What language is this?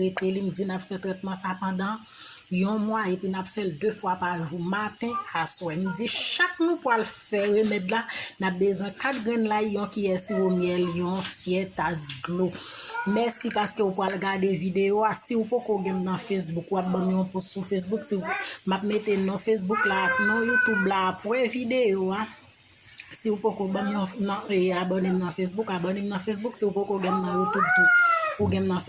Haitian Creole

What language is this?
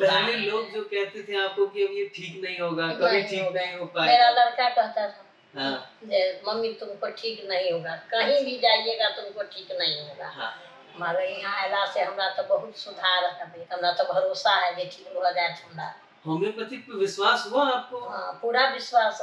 Maithili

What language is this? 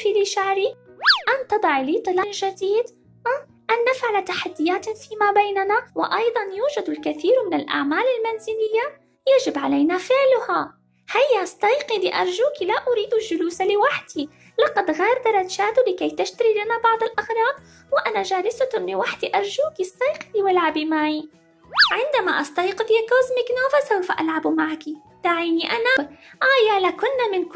Arabic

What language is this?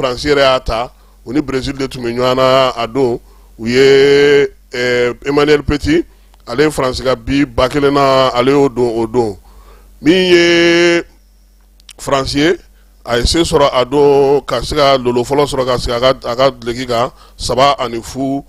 Bambara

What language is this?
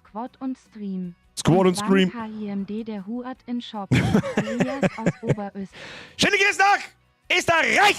Bavarian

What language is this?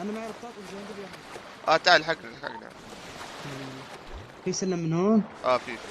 North Levantine Arabic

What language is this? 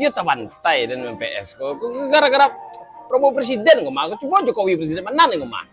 Minangkabau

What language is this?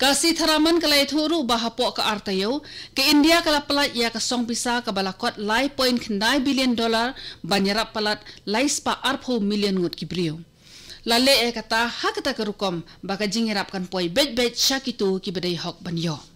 Khasi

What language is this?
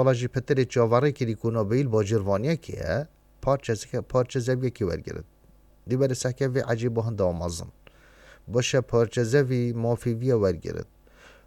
Kurdish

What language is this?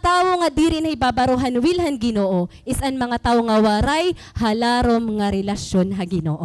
Waray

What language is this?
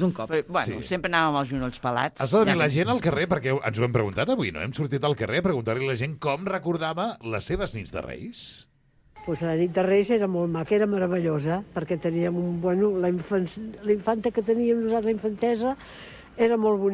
Catalan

